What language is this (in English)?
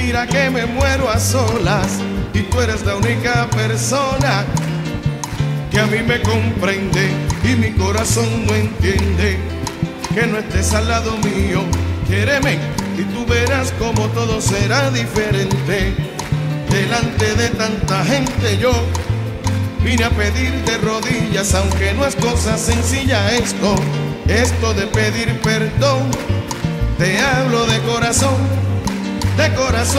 Spanish